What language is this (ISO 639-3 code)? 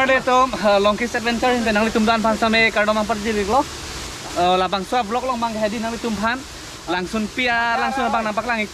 mjw